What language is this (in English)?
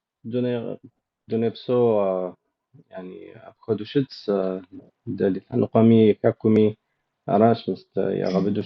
Kabardian